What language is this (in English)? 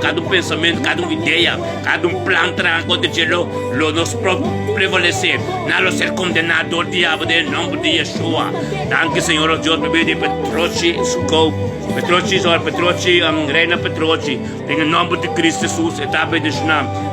Papiamento